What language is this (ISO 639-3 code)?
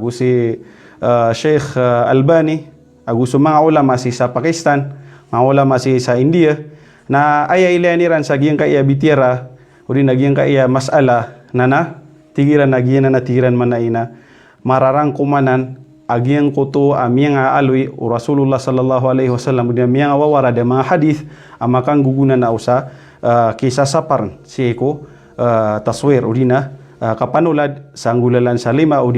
mrw